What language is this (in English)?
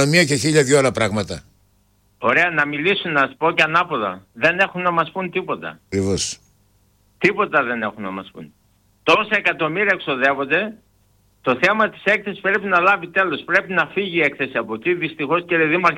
Greek